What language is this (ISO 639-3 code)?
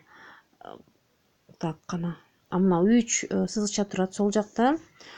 kir